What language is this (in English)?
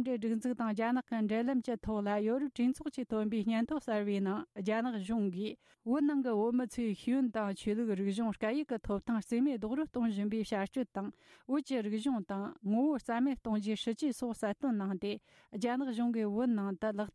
Tibetan